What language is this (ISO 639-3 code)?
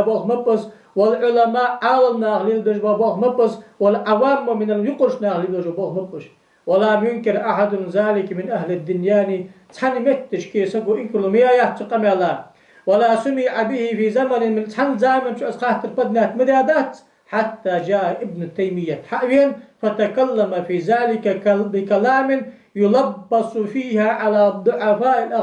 inh